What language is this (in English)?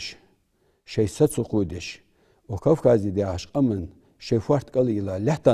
Ingush